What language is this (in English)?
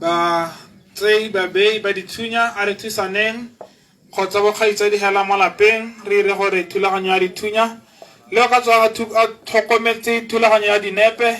Tswana